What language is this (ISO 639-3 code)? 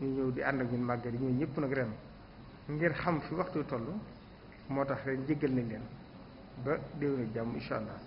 wol